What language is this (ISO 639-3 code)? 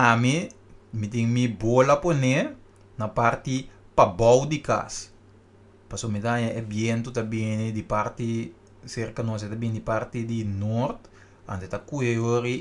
pap